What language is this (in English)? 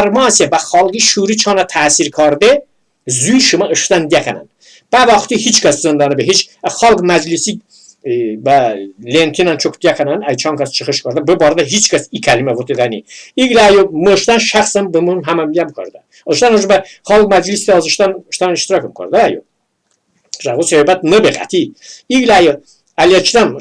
Talysh